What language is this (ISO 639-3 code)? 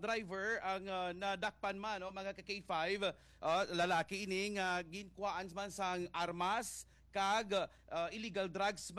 hil